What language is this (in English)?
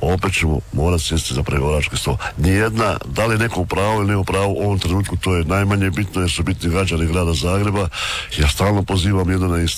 Croatian